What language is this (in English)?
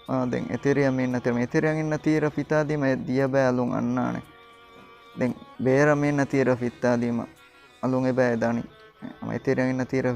Divehi